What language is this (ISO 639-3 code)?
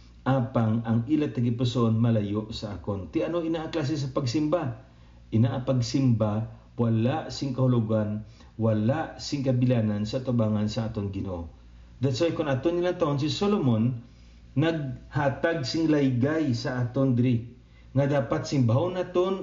hil